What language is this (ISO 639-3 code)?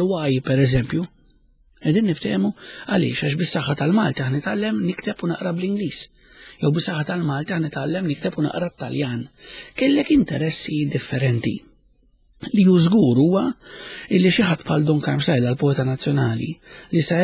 mlt